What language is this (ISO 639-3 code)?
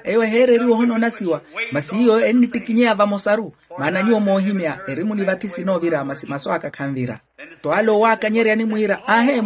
vmw